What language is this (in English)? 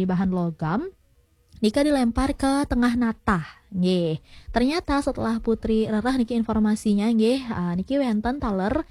Balinese